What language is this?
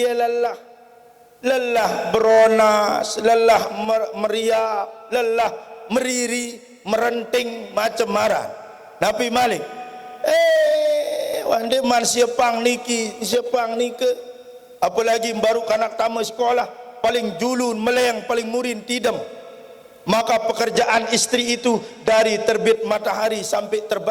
Sasak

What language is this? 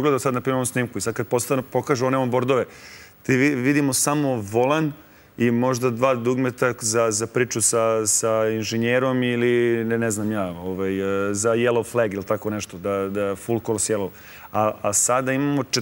Serbian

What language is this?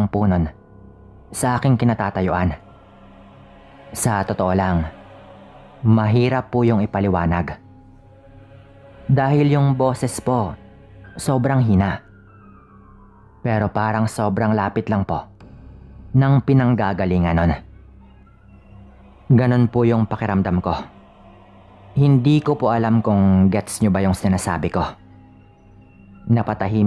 Filipino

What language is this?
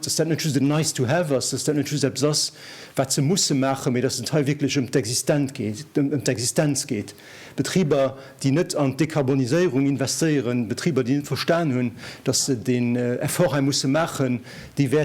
Luxembourgish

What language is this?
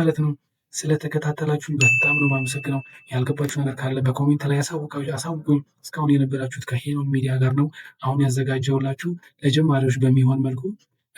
Amharic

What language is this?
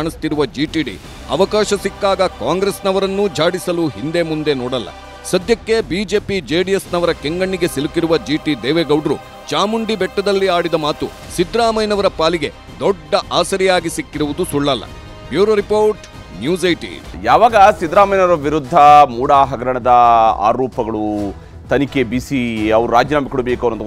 Kannada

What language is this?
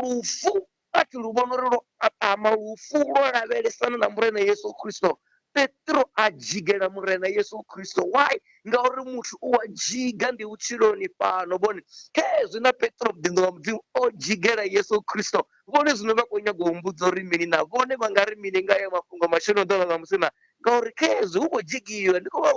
Venda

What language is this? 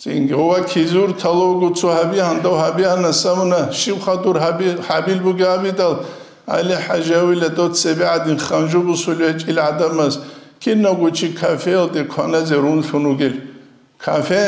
Avaric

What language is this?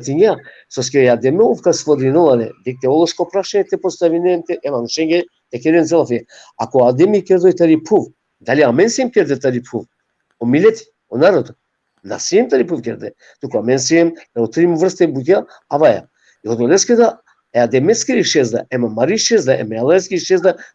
Balkan Romani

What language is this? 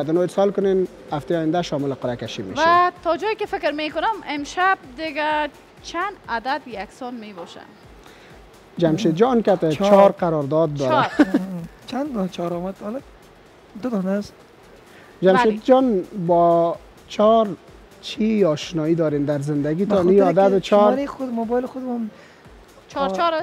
Persian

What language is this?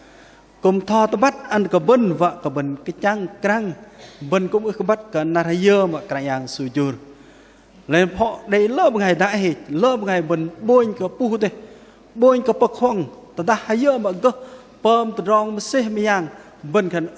Bahnar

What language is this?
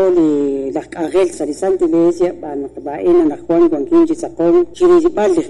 Kekchí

